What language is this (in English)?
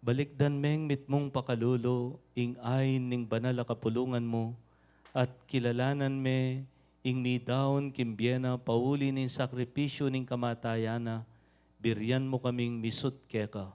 Pampanga